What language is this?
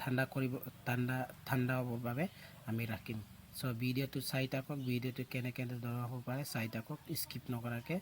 Assamese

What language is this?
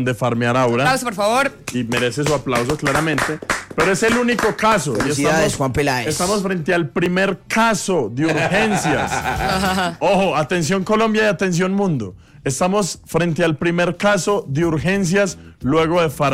Spanish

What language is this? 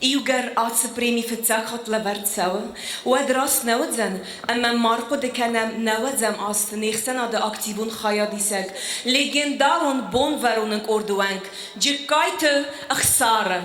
Ossetic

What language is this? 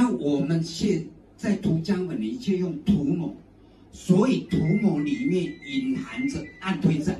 Chinese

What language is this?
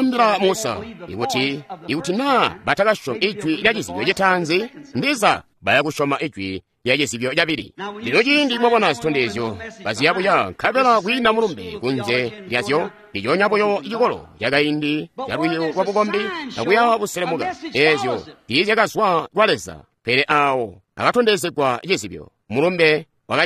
Tonga (Zambia)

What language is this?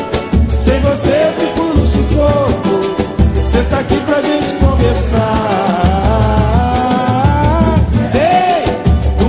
Portuguese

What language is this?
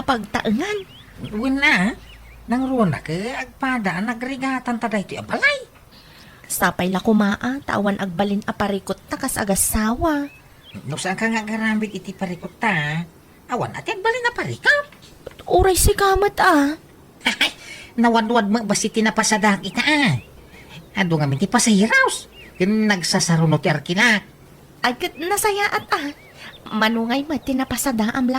Iloko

